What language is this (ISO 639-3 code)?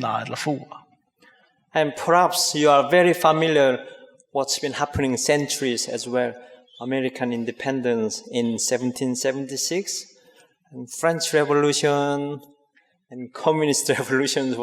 fao